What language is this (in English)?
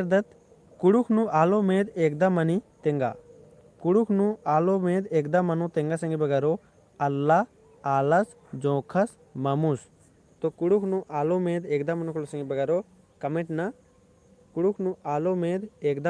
Kurukh